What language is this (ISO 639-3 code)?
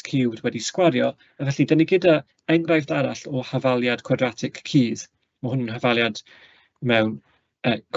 cym